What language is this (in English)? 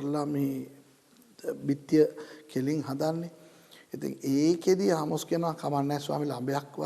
Sinhala